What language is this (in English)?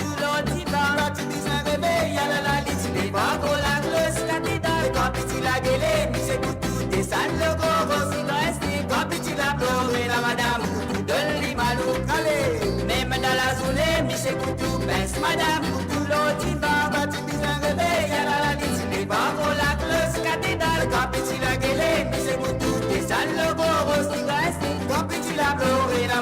Morisyen